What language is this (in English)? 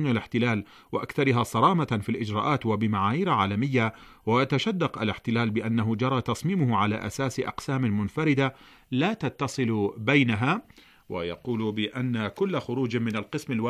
Arabic